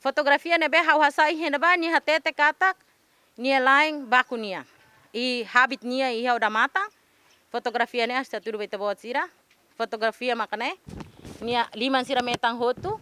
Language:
Tetum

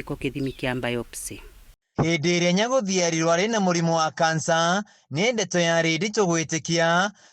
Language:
Kikuyu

